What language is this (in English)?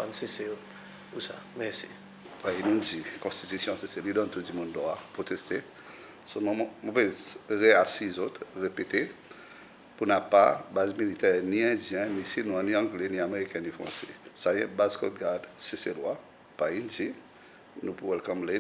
Seselwa Creole French